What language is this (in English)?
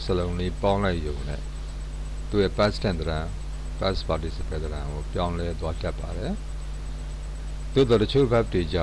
Burmese